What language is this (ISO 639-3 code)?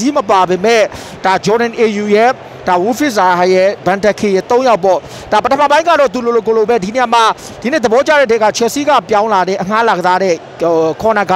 mya